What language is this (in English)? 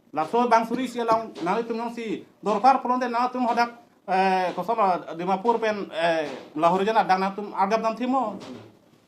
Karbi